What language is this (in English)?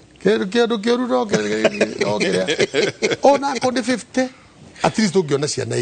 Kikuyu